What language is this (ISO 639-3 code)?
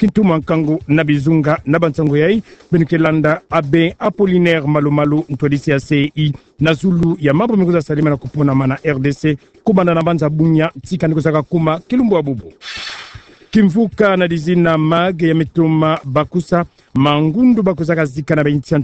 ktu